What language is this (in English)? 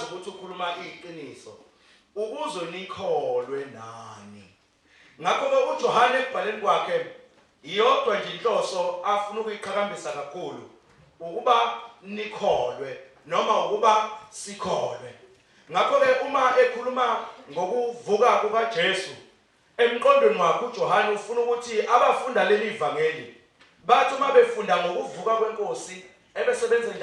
Zulu